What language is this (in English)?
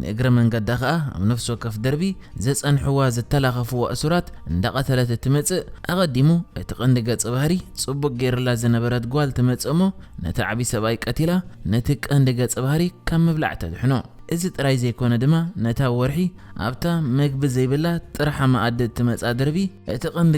Tigrinya